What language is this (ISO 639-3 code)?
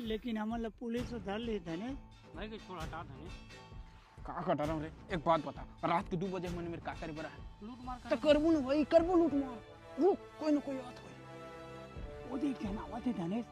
hne